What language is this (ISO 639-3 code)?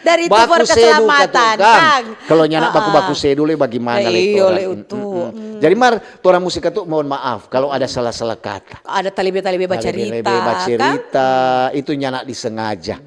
xmm